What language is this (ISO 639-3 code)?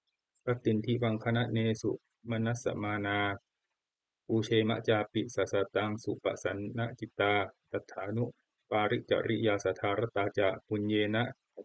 pli